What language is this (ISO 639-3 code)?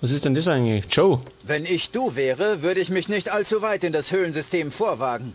bar